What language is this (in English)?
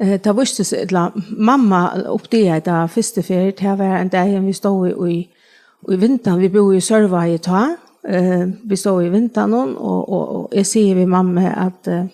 Faroese